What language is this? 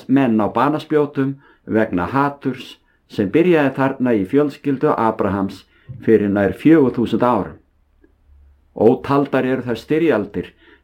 Icelandic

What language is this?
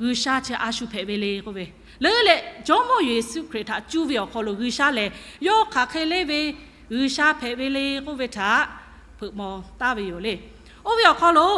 Lahu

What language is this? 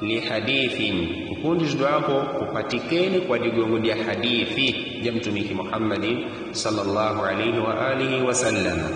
Yao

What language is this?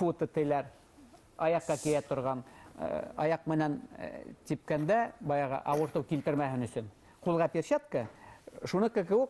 Bashkir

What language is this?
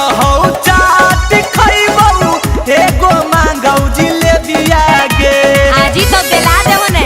Magahi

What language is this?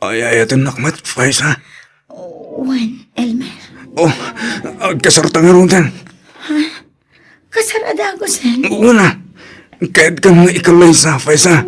Iloko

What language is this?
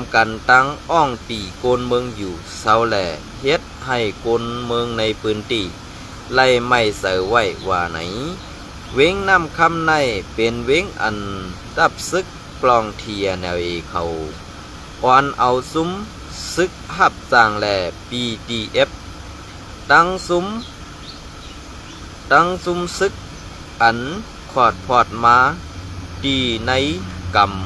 Shan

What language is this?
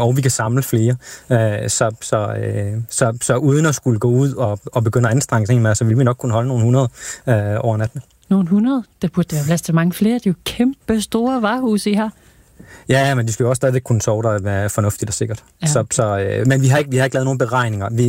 Danish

